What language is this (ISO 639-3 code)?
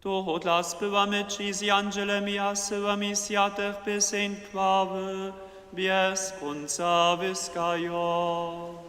hsb